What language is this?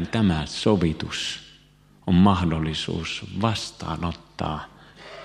Finnish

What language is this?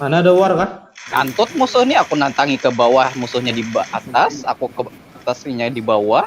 Banjar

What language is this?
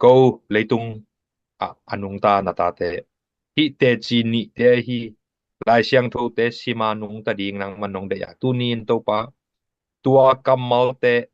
Tedim Chin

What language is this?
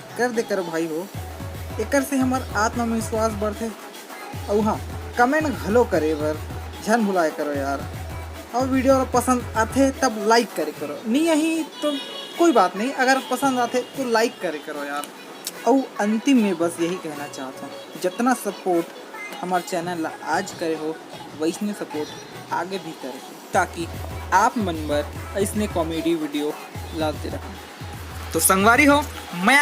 Chhattisgarhi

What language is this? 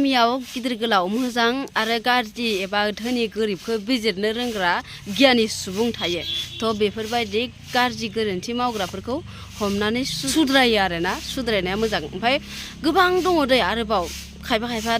Bodo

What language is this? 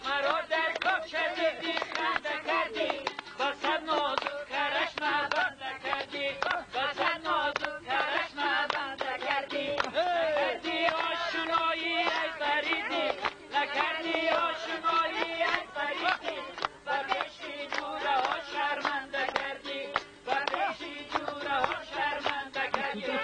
Tajik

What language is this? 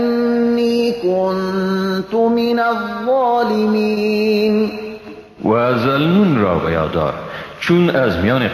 Persian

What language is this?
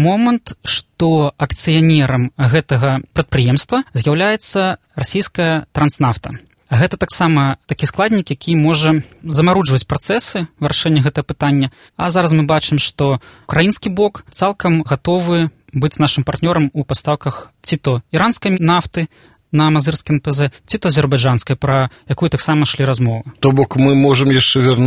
Belarusian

